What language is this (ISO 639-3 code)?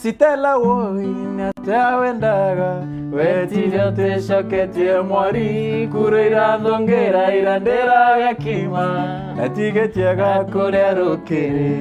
mer